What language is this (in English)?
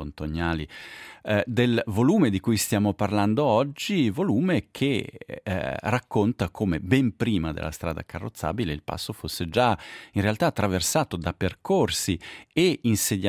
Italian